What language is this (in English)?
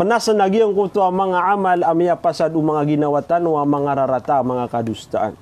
Maranao